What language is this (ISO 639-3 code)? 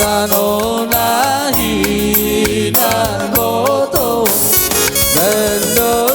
bbc